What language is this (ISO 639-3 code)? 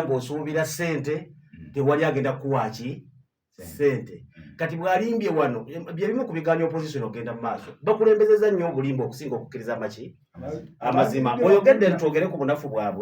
lug